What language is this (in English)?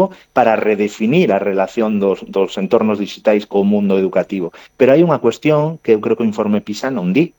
Galician